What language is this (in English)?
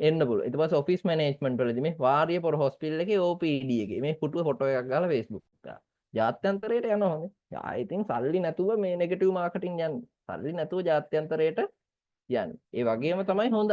Sinhala